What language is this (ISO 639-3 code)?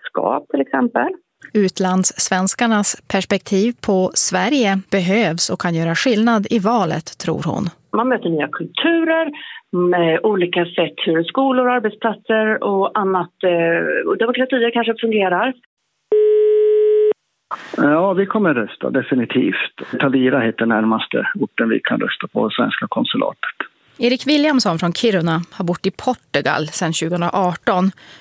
swe